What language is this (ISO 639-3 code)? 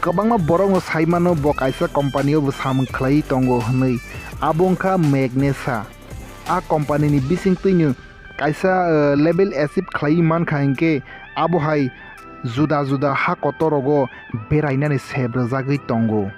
trp